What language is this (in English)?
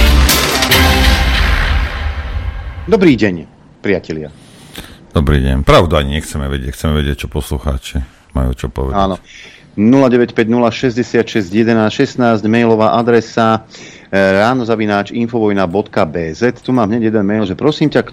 Slovak